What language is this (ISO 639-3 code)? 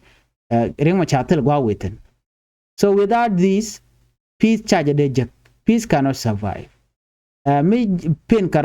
nus